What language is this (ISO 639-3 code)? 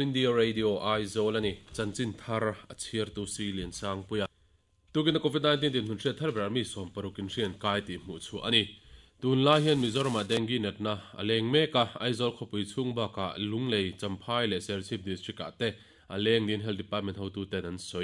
lus